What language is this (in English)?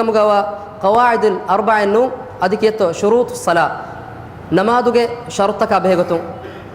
Divehi